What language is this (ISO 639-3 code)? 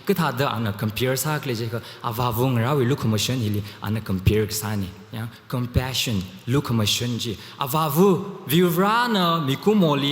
nmf